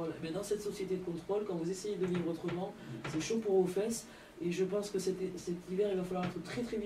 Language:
French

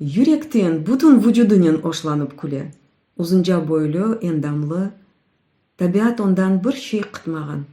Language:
Crimean Tatar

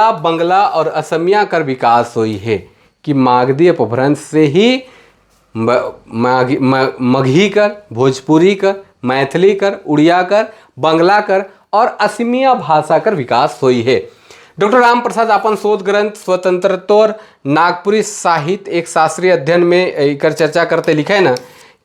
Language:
Sadri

